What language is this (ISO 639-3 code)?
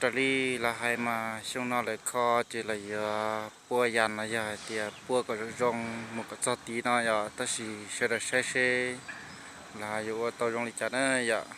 hmn